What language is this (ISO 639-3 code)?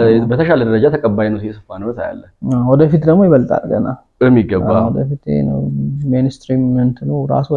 amh